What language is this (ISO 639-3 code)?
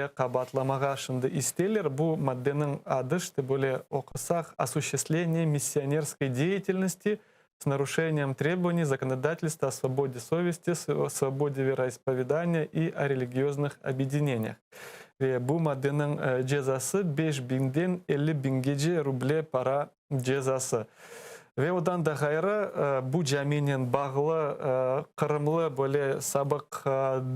crh